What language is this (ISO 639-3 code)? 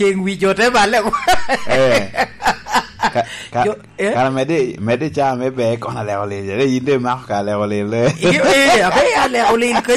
laj